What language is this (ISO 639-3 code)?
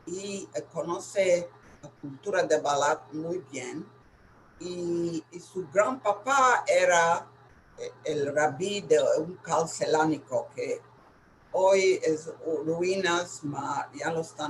lad